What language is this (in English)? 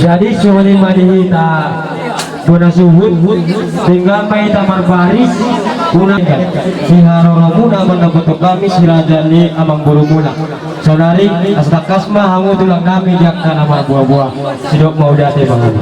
Batak Toba